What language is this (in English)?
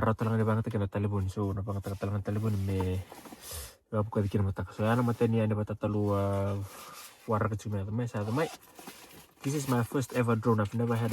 Fijian